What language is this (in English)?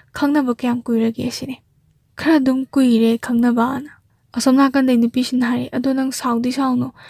Manipuri